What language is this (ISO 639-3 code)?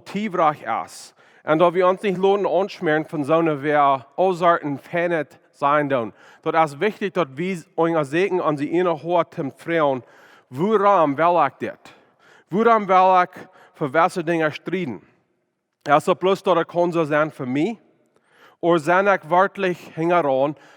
pdt